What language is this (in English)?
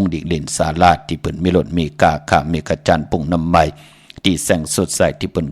Shan